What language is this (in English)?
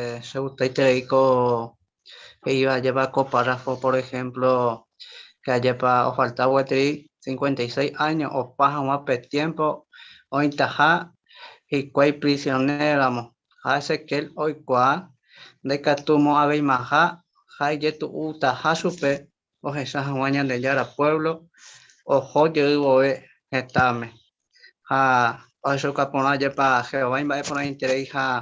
Guarani